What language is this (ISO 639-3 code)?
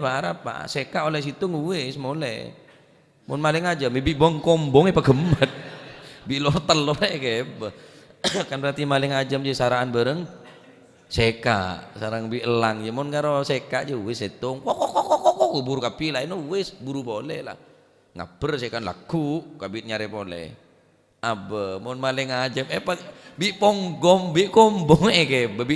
mad